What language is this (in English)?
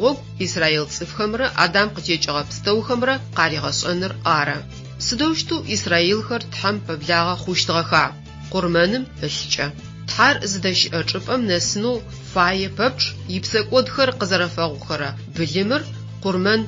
Adyghe